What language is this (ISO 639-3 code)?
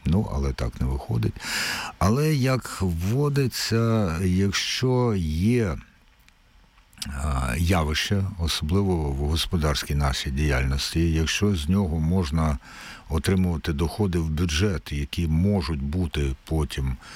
ukr